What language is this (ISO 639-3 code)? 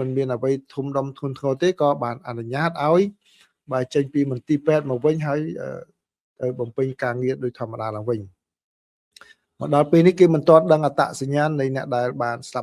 khm